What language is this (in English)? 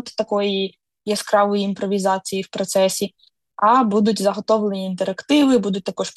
Ukrainian